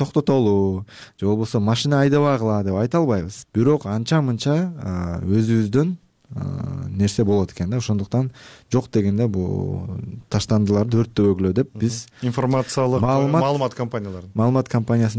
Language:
Kyrgyz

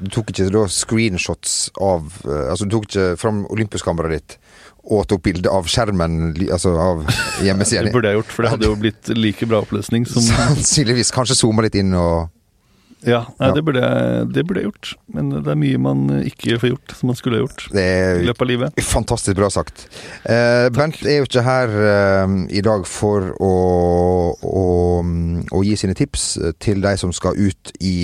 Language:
Norwegian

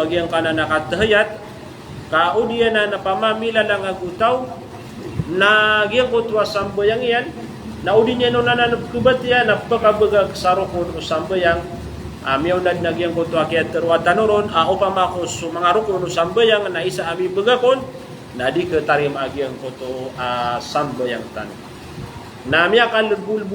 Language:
Maranao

